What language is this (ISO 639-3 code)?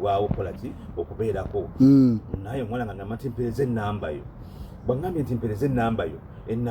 lug